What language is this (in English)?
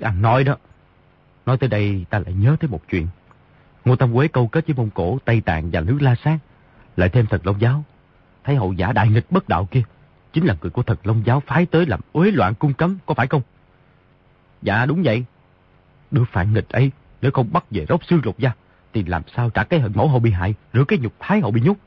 Vietnamese